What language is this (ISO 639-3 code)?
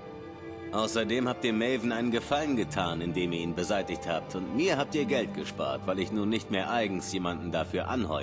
bar